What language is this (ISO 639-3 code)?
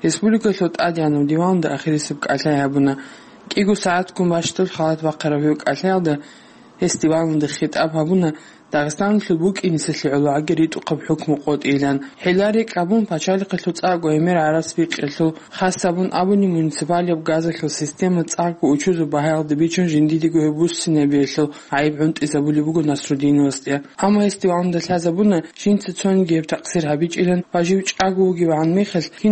ava